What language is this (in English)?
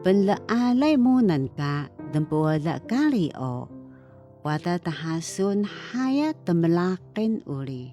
Taroko